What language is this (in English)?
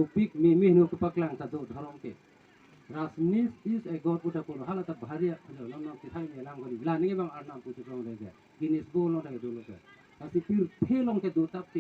Karbi